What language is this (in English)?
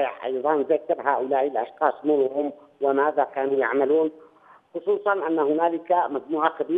Arabic